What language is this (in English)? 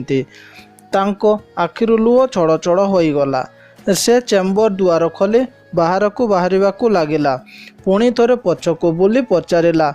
Odia